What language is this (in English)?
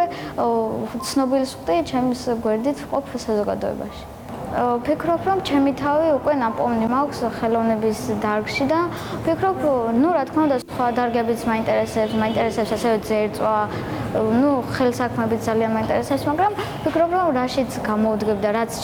Georgian